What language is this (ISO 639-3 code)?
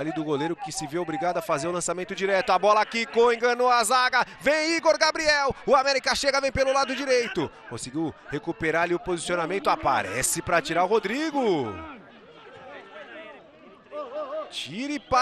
por